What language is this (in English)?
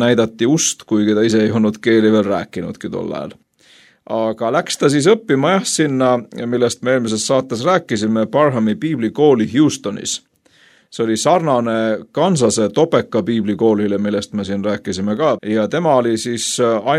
Estonian